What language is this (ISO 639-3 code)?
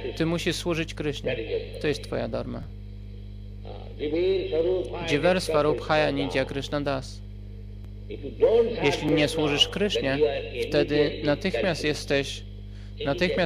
pol